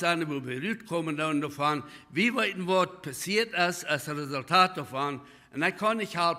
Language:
Plautdietsch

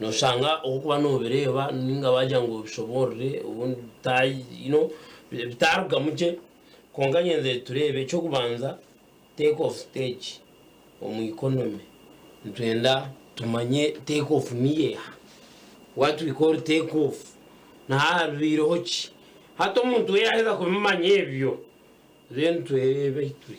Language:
Nyankole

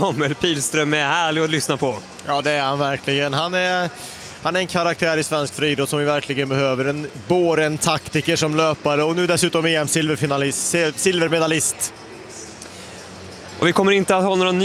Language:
Swedish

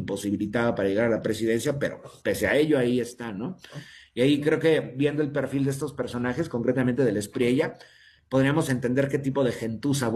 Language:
Spanish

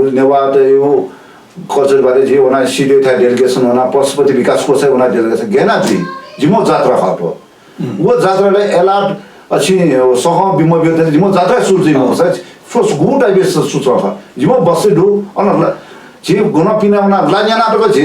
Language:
Newari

